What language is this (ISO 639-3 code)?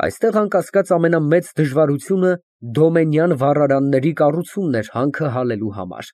hye